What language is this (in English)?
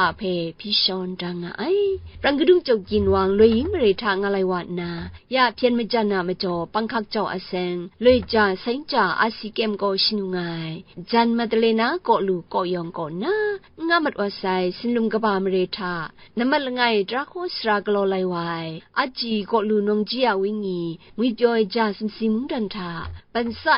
Kachin